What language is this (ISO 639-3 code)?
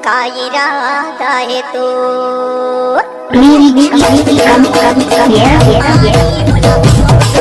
hne